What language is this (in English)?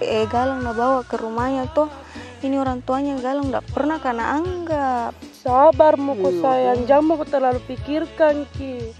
Makassar Malay